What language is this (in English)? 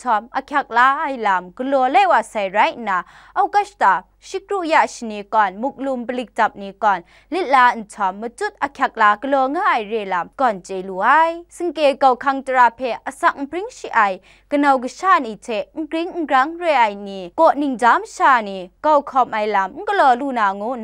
Kachin